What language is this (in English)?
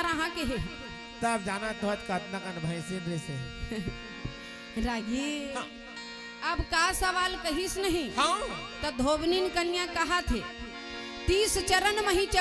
Chhattisgarhi